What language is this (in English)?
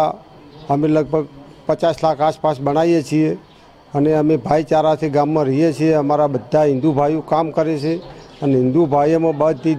Gujarati